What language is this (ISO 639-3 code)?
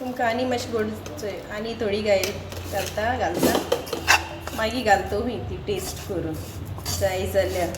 kok